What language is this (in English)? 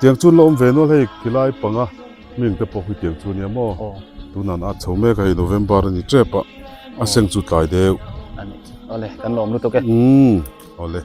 Biete